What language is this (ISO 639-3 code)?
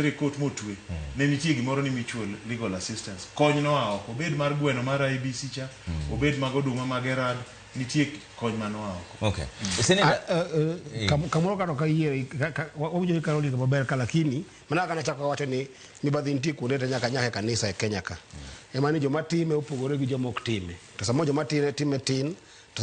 luo